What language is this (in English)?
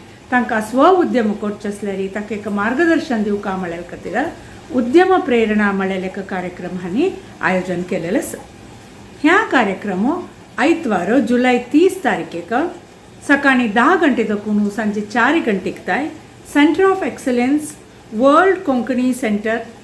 Konkani